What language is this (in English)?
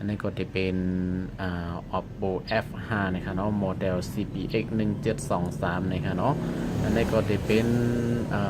Shan